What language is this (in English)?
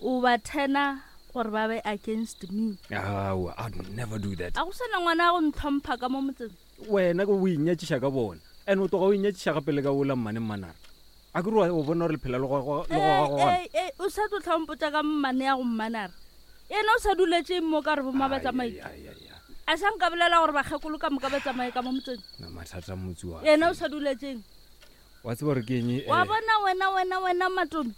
Northern Sotho